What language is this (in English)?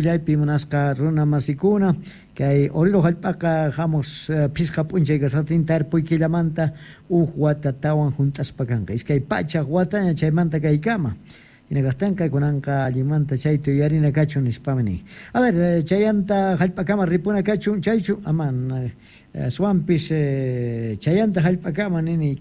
South Bolivian Quechua